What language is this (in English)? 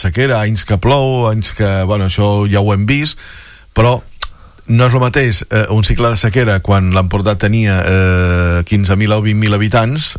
Catalan